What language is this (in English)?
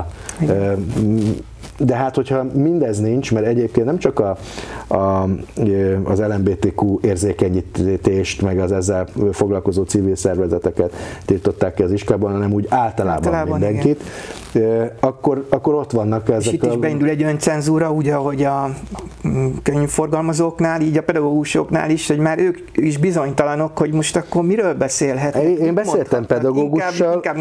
Hungarian